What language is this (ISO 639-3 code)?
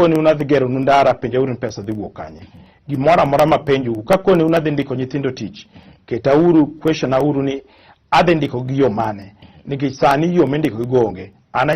luo